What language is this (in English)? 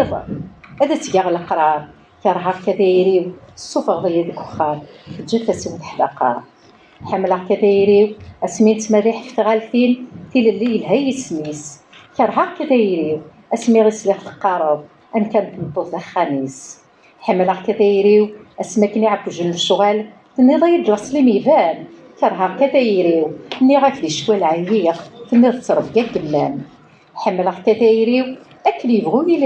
Kabyle